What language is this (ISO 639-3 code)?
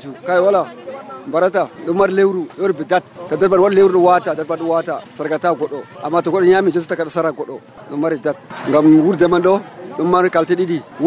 fuv